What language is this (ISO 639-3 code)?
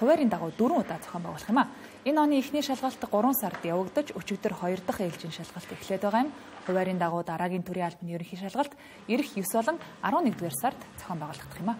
mon